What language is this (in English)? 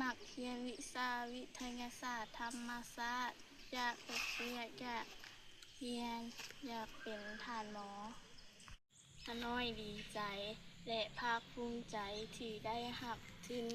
Lao